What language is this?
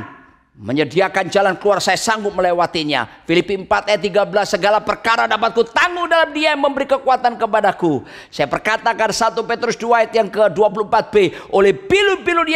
Indonesian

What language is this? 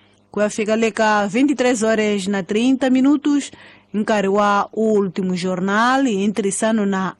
Tsonga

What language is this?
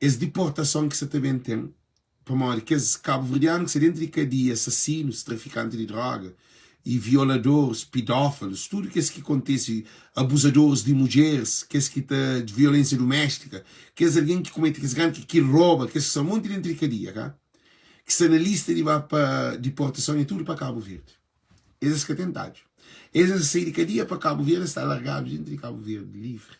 Kabuverdianu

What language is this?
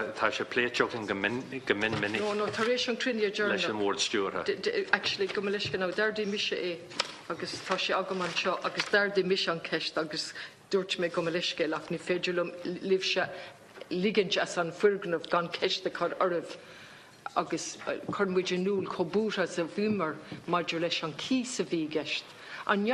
Irish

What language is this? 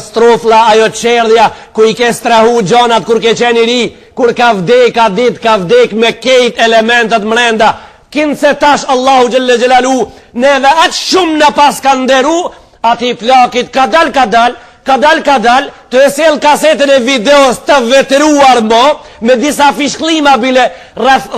Albanian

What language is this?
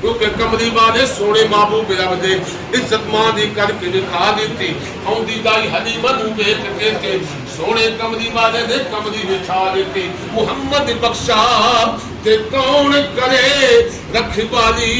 Pahari-Potwari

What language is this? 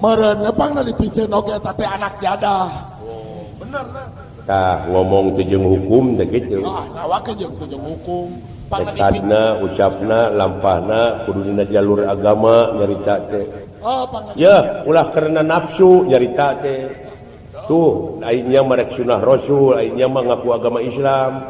Sundanese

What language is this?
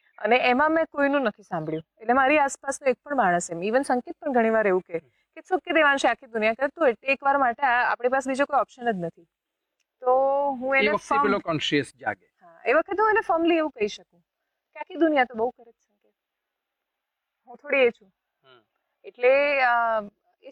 Gujarati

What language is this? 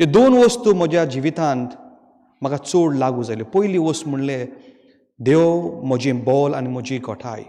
Konkani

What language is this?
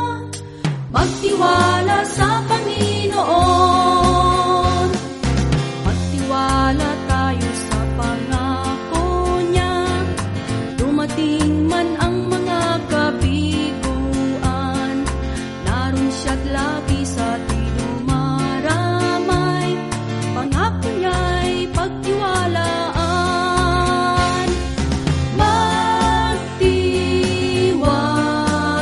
Filipino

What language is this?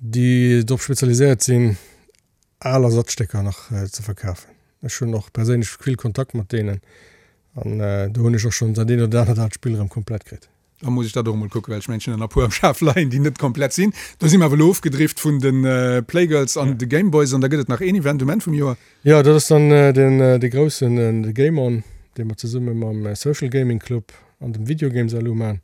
Luxembourgish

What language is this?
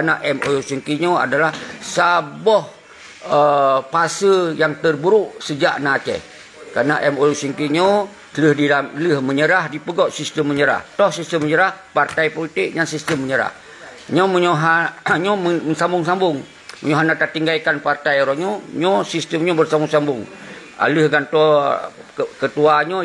Achinese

